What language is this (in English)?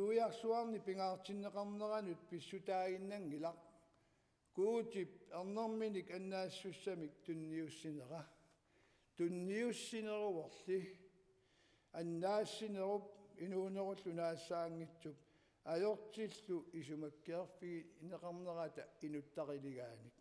Kalaallisut